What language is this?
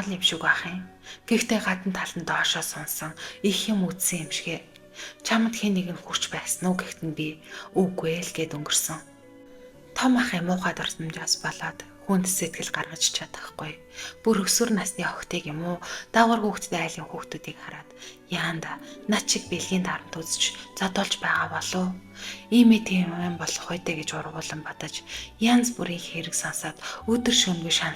Mongolian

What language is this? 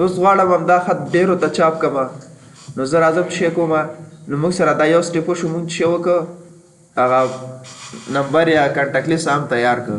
Pashto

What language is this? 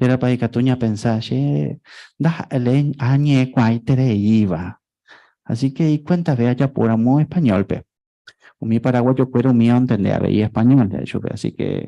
Guarani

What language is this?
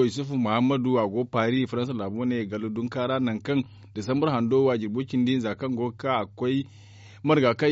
Zarma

